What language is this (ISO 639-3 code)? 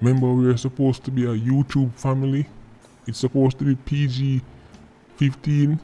jam